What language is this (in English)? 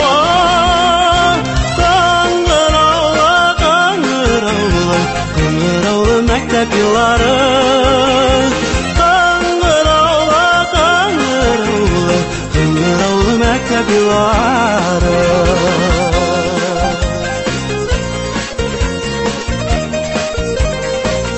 Tatar